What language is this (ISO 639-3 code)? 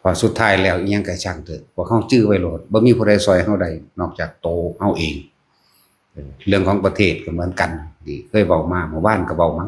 tts